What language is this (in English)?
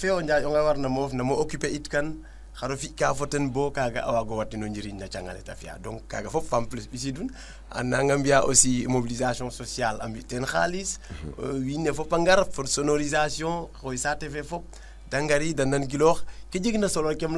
Serer